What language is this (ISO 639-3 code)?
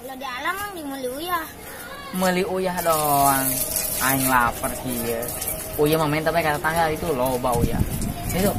sun